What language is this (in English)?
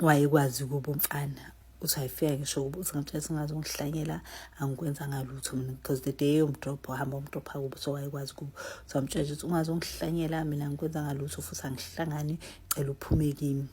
Zulu